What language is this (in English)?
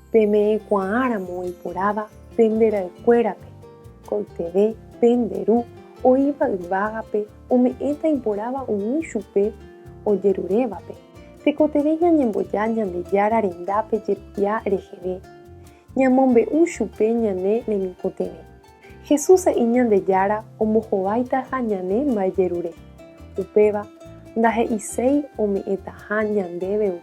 Guarani